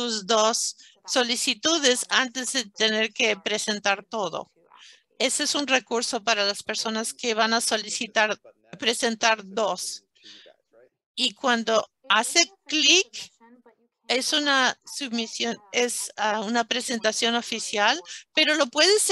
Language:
Spanish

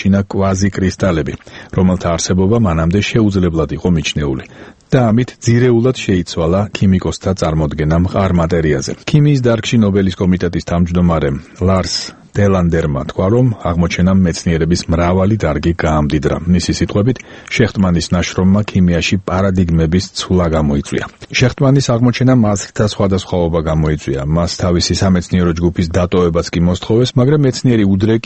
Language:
Georgian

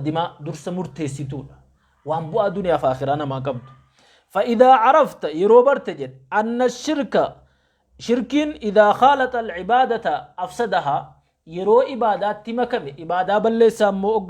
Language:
Oromo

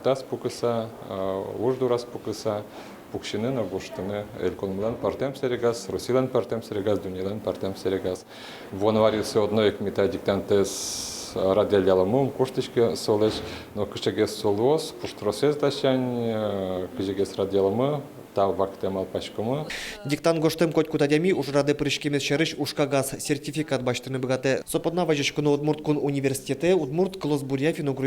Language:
Udmurt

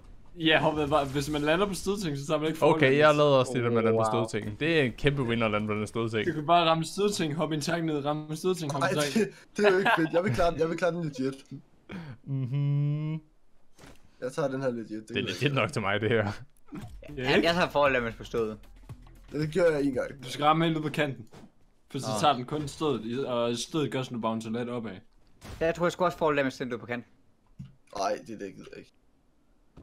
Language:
Danish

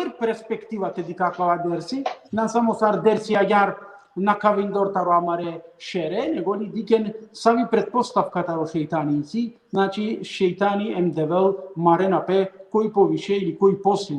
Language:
Balkan Romani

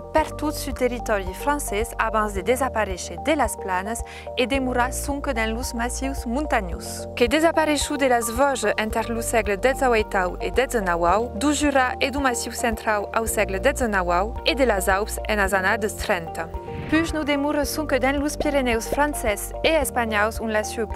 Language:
Occitan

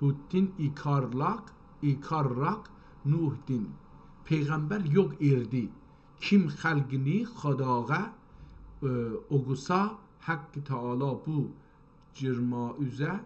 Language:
South Azerbaijani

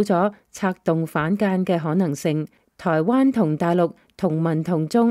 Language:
Cantonese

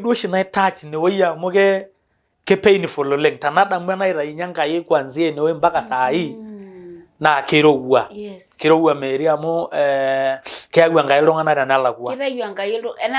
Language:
Masai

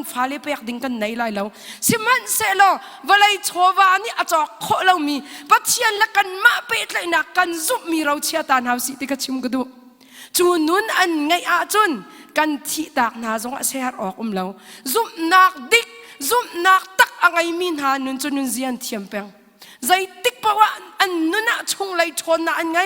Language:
Hakha Chin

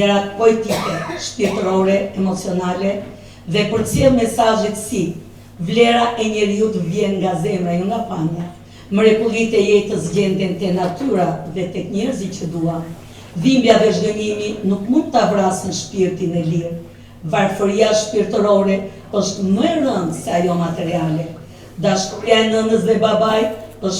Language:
Albanian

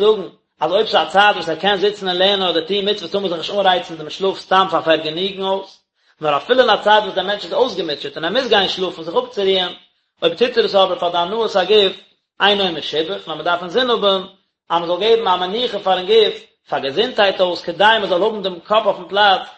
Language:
Yiddish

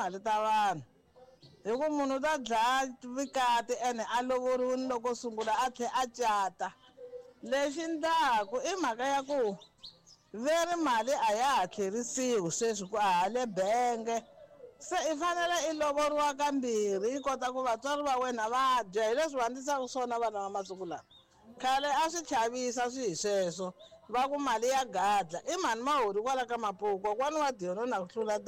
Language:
Tsonga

